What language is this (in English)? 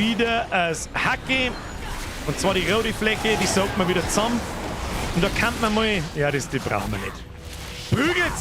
Bavarian